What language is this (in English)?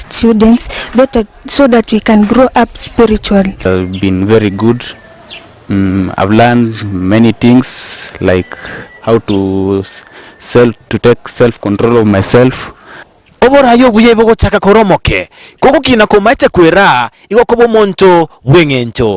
Gusii